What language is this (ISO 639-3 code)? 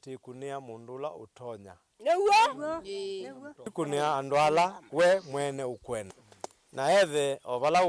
kam